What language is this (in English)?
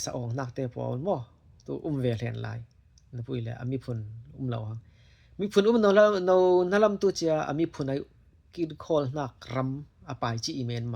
Falam Chin